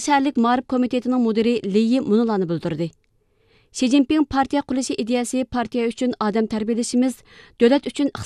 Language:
Uyghur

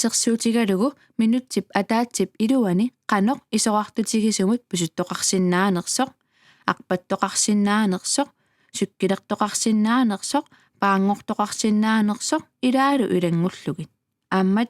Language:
Kalaallisut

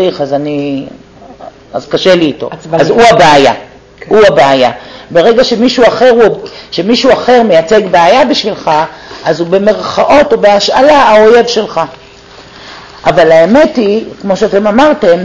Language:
Hebrew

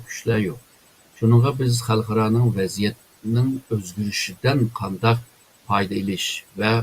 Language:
Uyghur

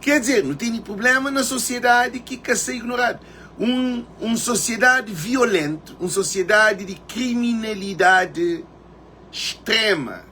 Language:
Kabuverdianu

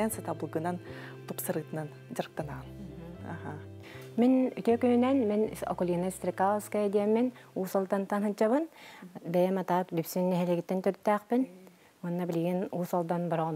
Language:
Yakut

